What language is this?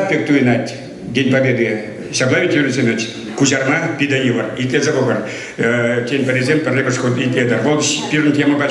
Chuvash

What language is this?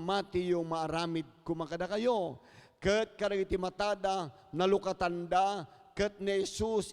Iloko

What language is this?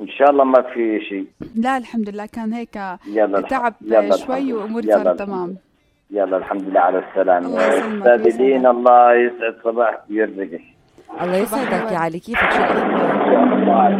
North Levantine Arabic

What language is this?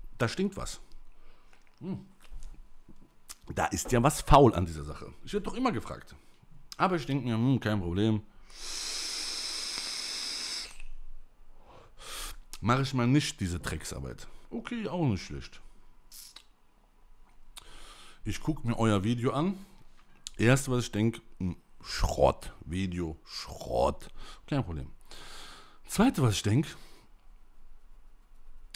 German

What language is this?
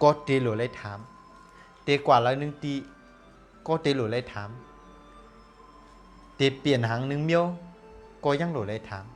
Shan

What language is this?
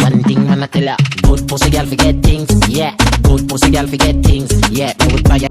Jamaican Creole English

